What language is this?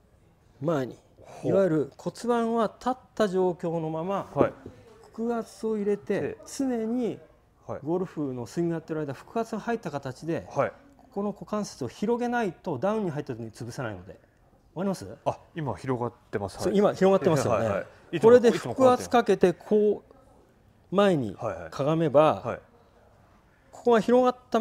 Japanese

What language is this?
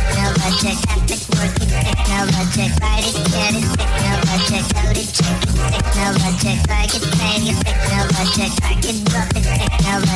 English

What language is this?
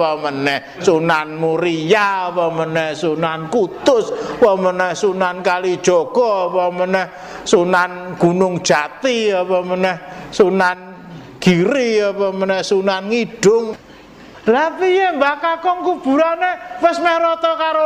Javanese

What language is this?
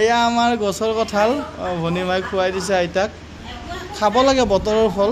Assamese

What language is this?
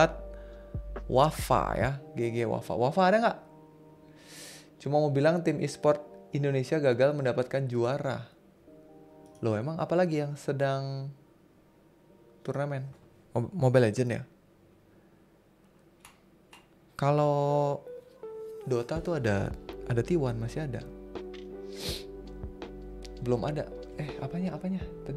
Indonesian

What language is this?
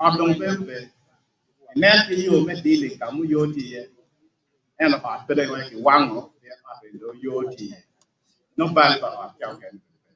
Acoli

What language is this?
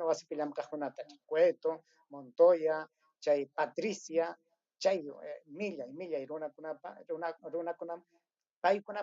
Ayacucho Quechua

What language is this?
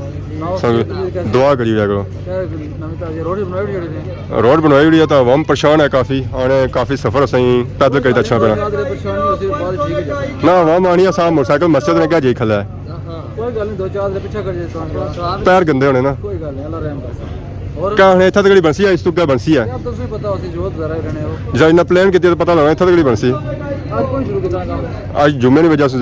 Pahari-Potwari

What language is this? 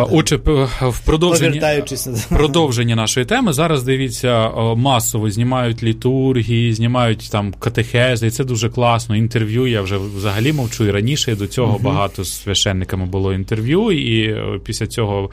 Ukrainian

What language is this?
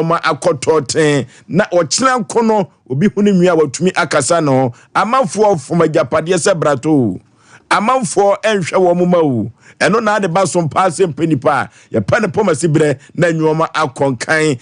Akan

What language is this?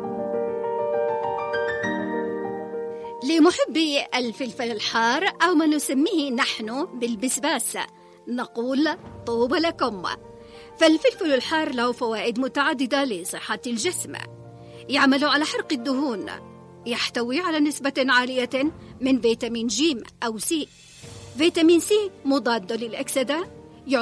Arabic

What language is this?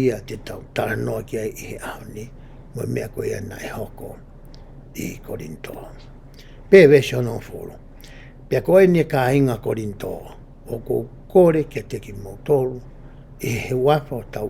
Tongan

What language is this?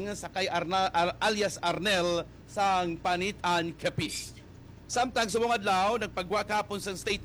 Hiligaynon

